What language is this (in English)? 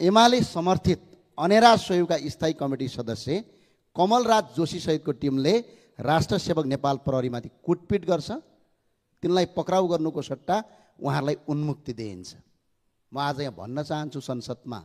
Nepali